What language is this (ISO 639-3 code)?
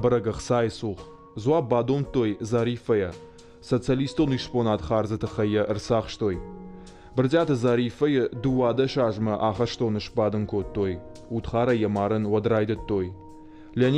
oss